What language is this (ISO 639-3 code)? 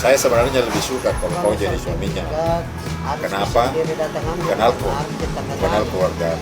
mfp